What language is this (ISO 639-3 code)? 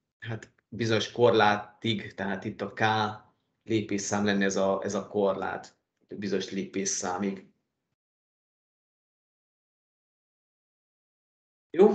hun